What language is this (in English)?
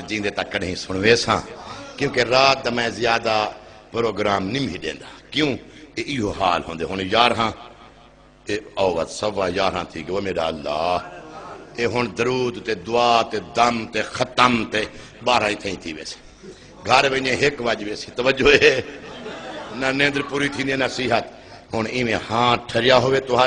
Saraiki